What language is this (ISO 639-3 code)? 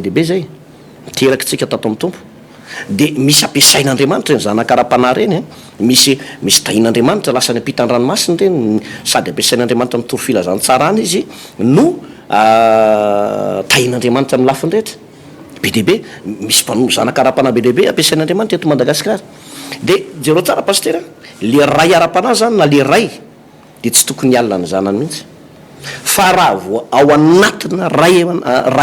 mlg